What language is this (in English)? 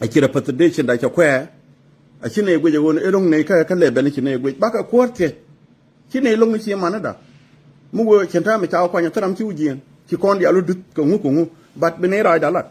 Nuer